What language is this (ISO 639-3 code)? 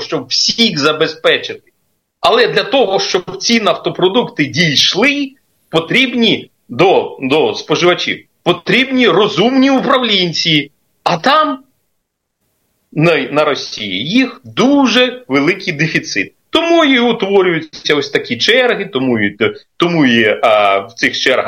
ukr